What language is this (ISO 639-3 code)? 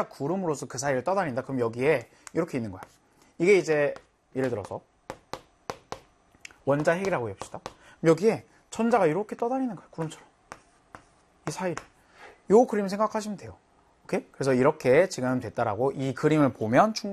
kor